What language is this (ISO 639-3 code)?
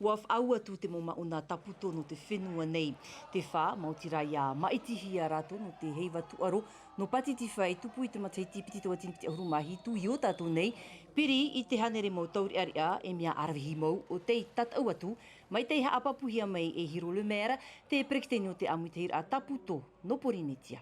tah